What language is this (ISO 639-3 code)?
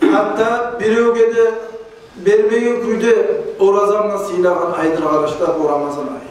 kum